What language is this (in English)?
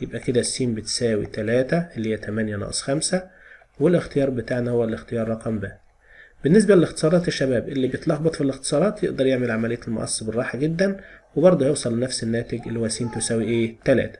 Egyptian Arabic